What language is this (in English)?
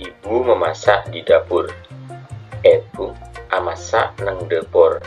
Madurese